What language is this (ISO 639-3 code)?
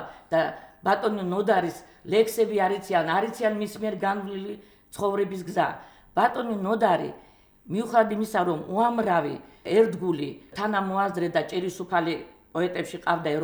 kat